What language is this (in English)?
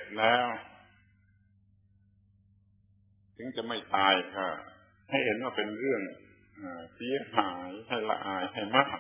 Thai